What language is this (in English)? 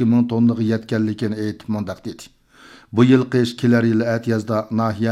Uyghur